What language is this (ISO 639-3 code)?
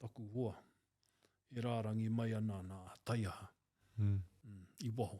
mri